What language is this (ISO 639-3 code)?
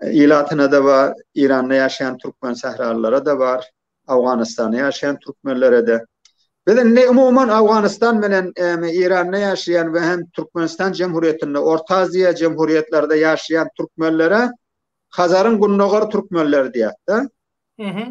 tuk